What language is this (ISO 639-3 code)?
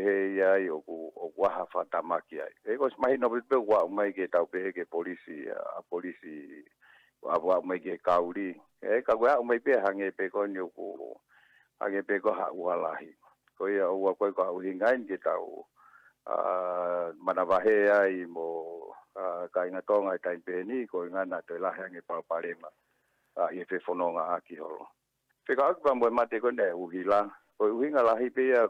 ton